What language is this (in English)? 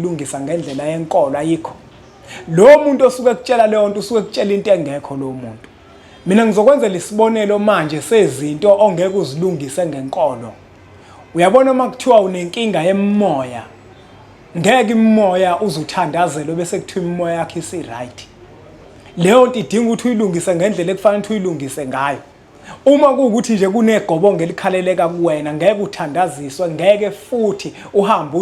Zulu